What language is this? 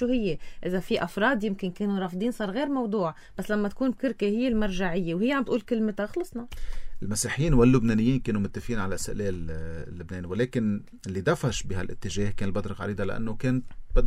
North Levantine Arabic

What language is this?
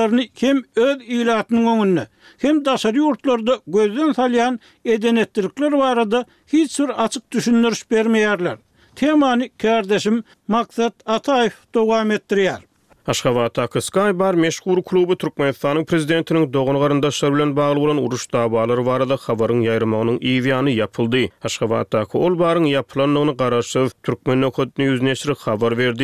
Turkmen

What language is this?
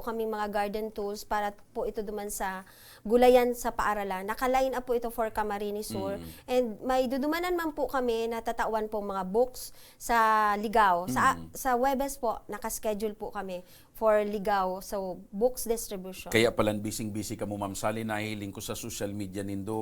Bikol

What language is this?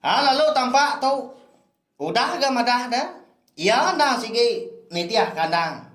Iban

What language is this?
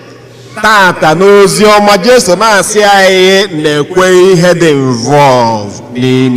Igbo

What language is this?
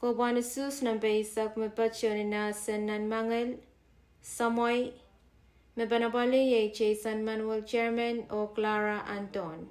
Pohnpeian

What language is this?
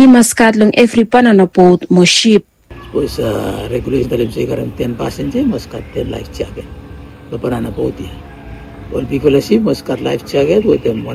Bislama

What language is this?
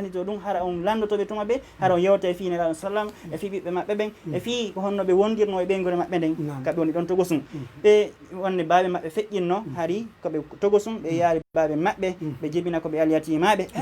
Fula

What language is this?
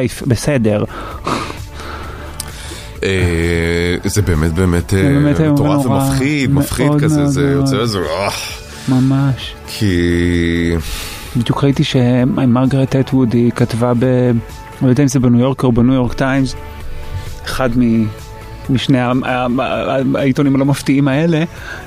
Hebrew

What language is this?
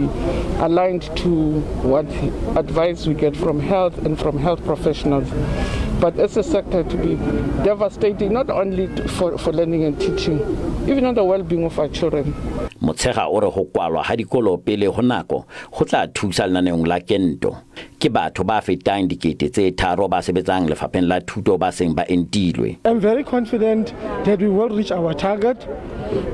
Southern Sotho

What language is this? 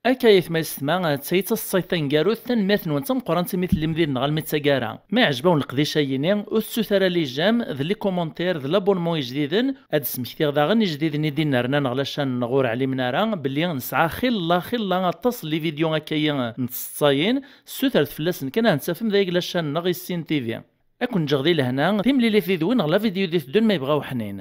Kabyle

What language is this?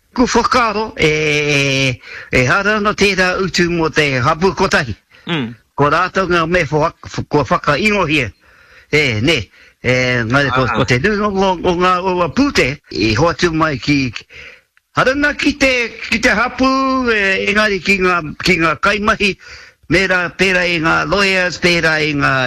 Māori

